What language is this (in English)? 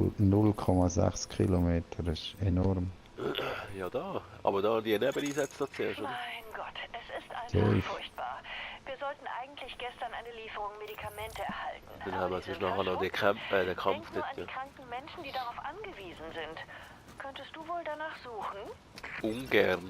Swiss German